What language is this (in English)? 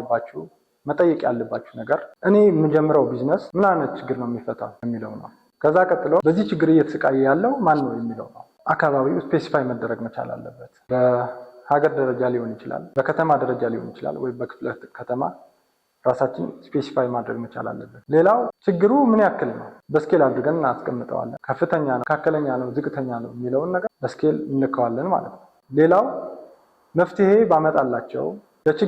Amharic